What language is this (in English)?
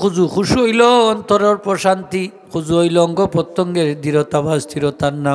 Sylheti